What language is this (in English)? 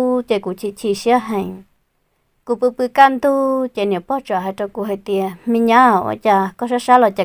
Hmong